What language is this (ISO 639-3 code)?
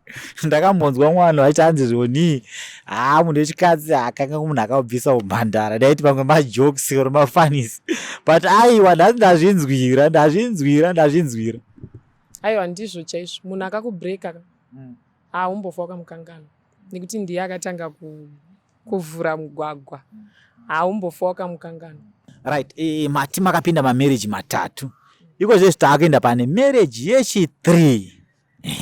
sna